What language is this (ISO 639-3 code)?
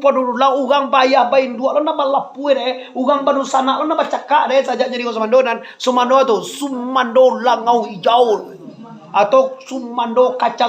min